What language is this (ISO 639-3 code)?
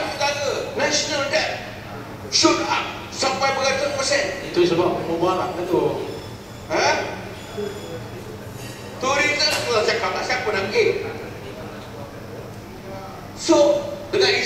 msa